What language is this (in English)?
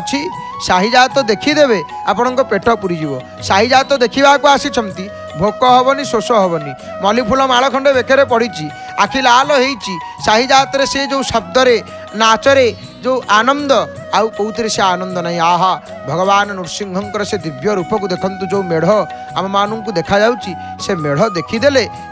Odia